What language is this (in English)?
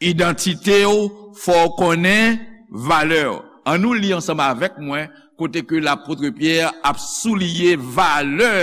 Haitian Creole